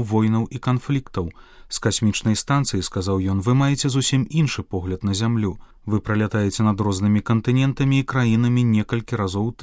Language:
Belarusian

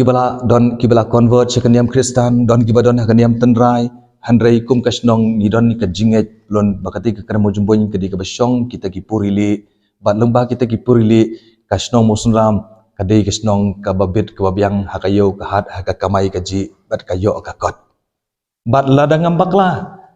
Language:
Khasi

